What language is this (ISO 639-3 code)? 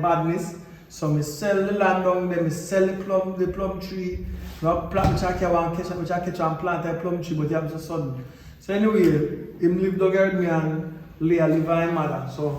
jam